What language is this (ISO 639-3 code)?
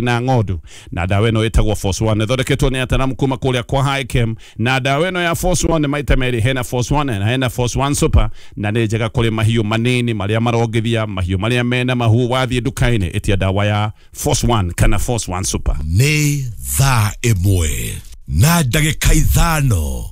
kik